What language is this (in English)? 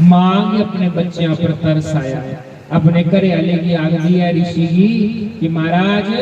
Dogri